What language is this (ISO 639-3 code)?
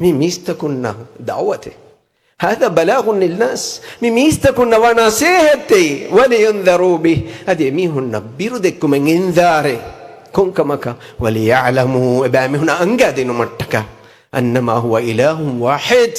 div